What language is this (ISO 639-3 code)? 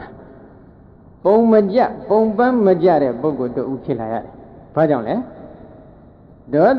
mya